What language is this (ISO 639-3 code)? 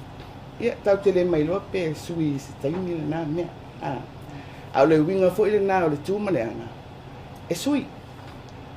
smo